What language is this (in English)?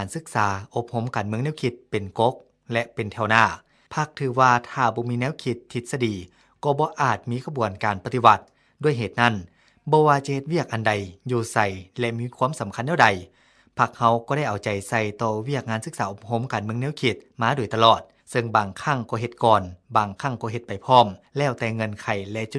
Lao